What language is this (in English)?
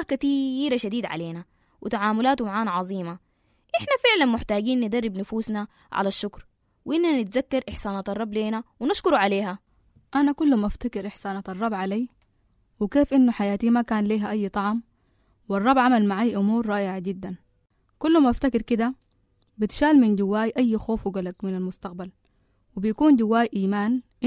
Sudanese Arabic